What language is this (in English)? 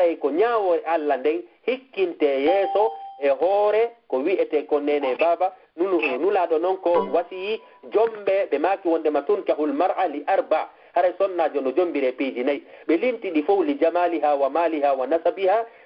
Fula